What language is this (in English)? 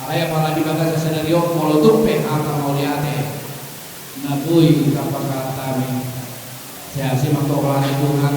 Batak Toba